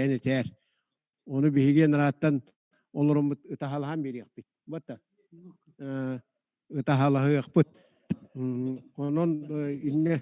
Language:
Yakut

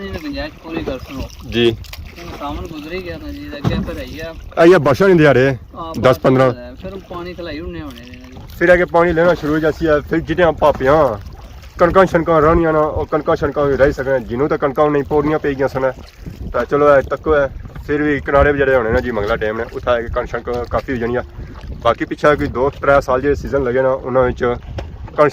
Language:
Pahari-Potwari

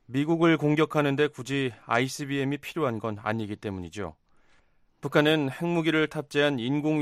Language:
Korean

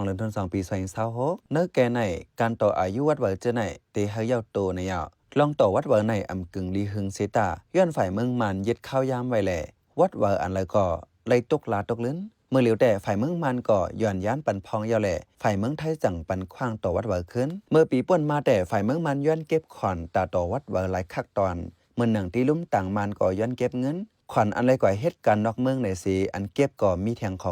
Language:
Shan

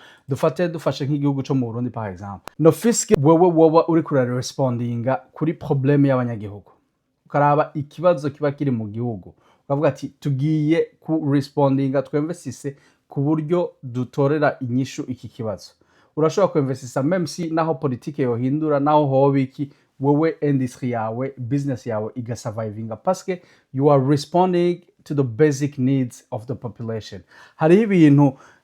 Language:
Rundi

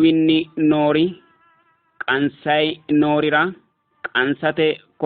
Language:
Sidamo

